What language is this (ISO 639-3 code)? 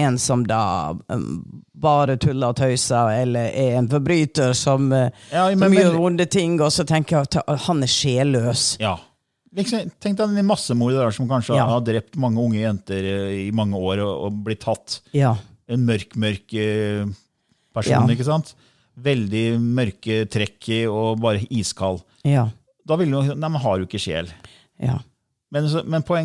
nor